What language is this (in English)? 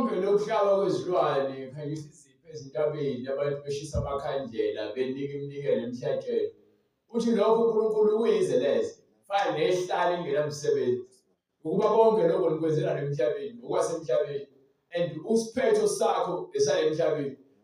Zulu